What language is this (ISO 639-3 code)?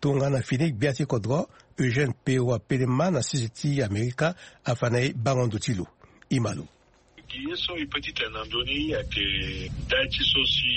sag